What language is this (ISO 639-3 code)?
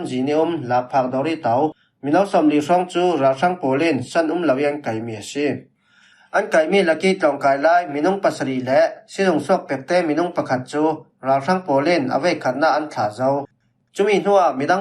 cfm